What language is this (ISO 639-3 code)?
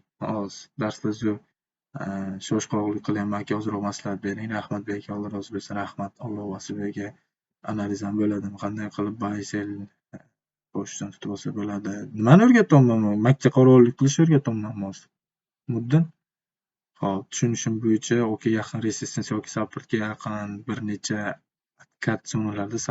uzb